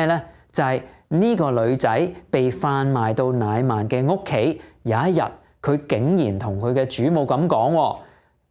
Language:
Cantonese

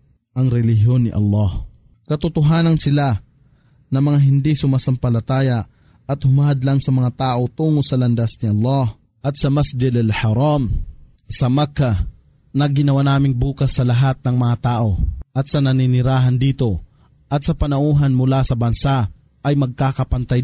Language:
Filipino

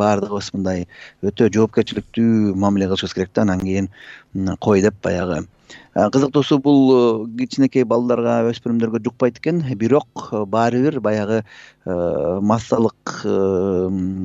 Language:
Kyrgyz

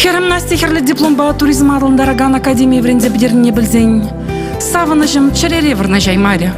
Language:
Chuvash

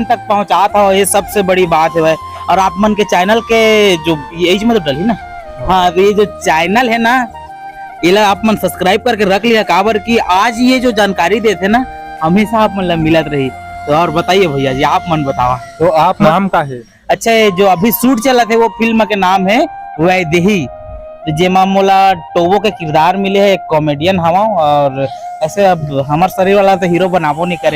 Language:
Chhattisgarhi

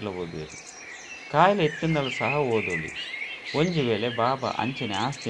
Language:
Tulu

